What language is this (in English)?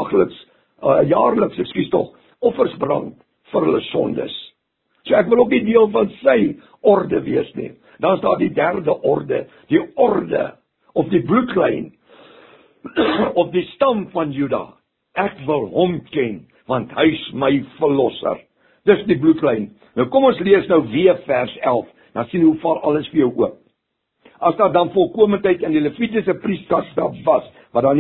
Afrikaans